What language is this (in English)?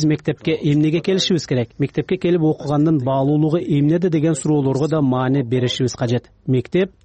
Kyrgyz